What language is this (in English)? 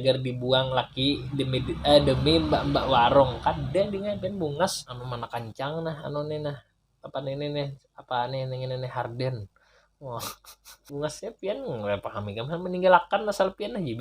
Banjar